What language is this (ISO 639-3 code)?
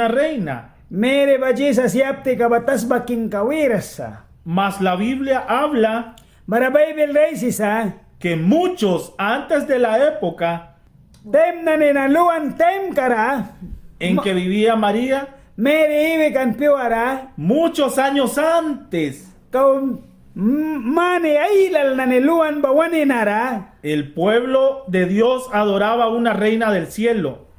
miq